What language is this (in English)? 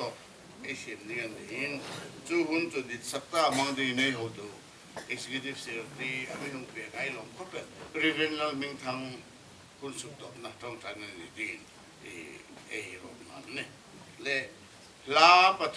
Hmar